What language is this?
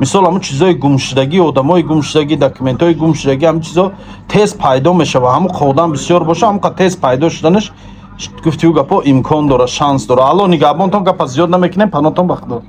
Tajik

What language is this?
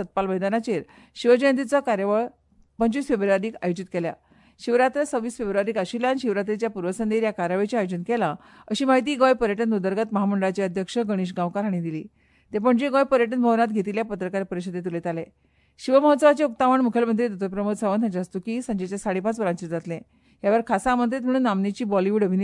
Konkani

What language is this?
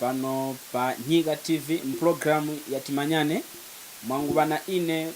Tumbuka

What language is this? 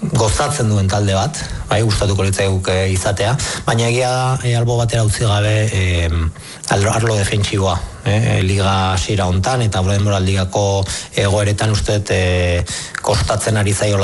Basque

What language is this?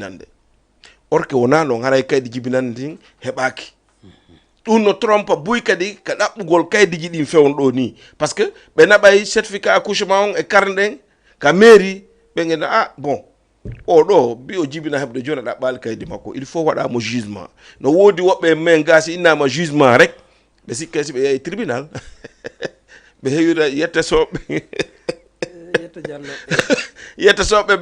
Fula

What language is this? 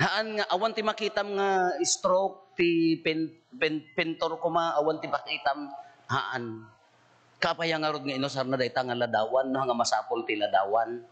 Iloko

